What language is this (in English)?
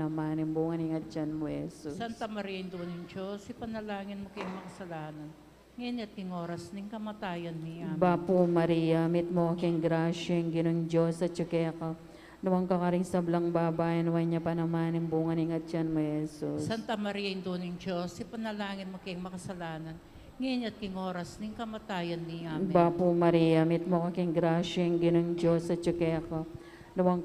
Pampanga